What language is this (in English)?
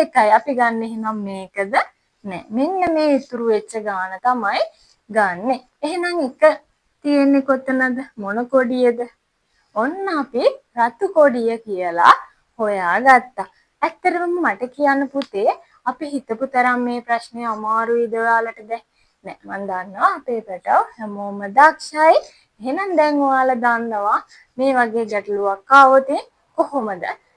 Sinhala